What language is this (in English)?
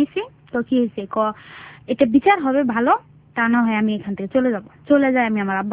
Bangla